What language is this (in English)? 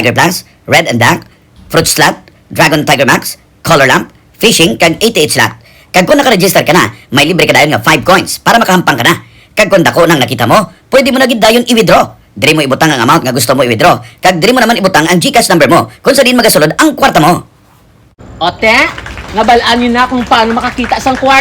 Hiligaynon